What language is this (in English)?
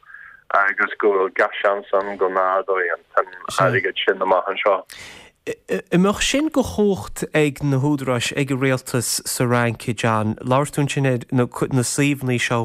Irish